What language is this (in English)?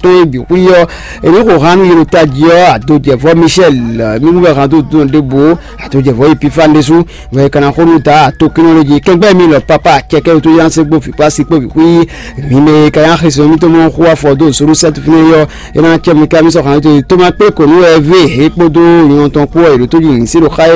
Fon